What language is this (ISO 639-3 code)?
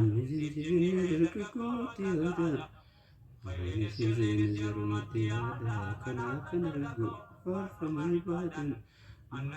orm